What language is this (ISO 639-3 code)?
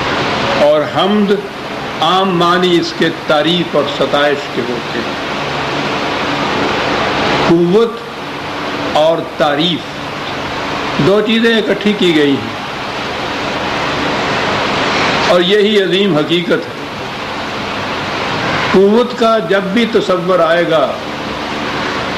urd